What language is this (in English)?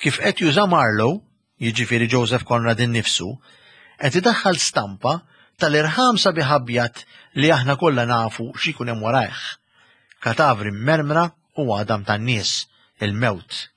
Maltese